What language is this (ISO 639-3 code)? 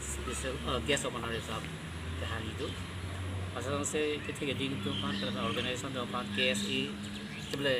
mjw